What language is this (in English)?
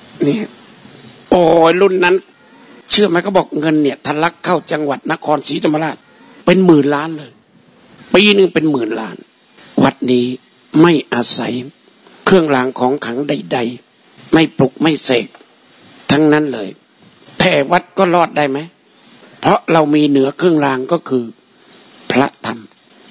Thai